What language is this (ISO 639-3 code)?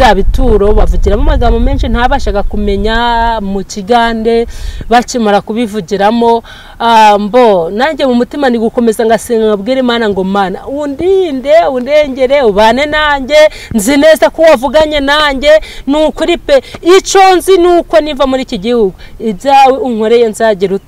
kin